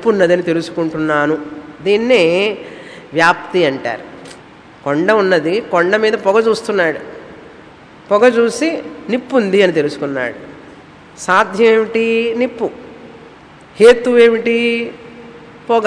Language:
Telugu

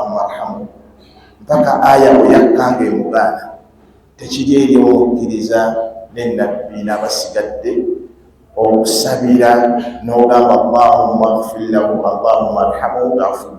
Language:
Ganda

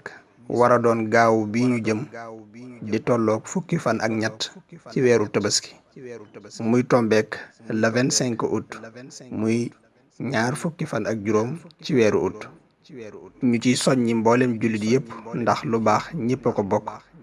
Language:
Wolof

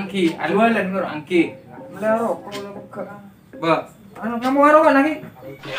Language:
Madurese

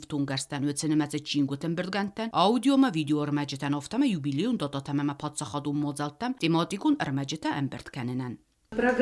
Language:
Ossetic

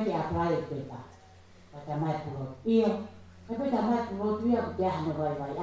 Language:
Tongan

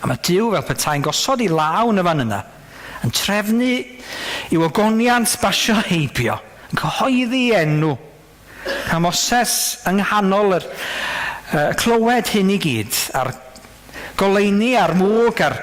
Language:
Welsh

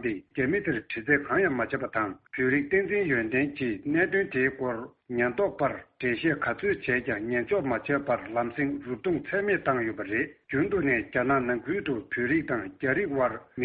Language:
Tibetan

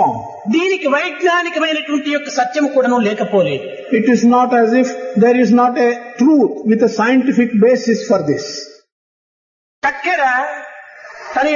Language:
Telugu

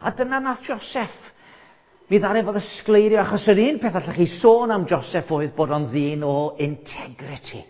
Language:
Welsh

